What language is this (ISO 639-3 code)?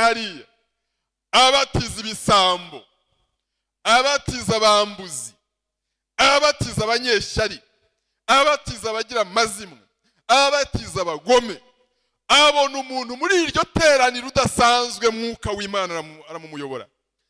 kin